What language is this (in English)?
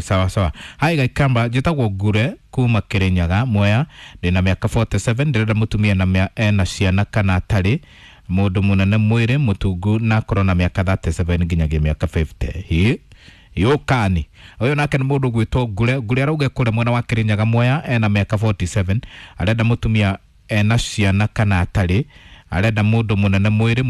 Kikuyu